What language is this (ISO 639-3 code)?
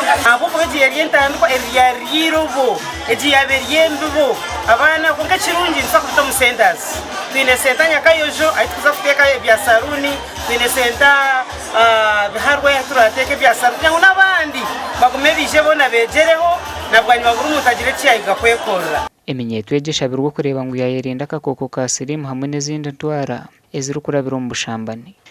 nyn